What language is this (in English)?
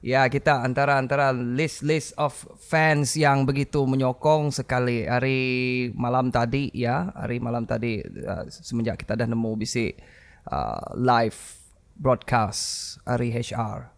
Iban